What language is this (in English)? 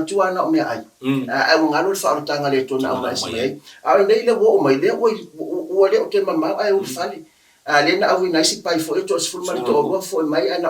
Samoan